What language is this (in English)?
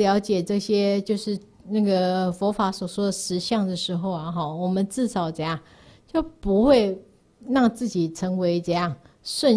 Chinese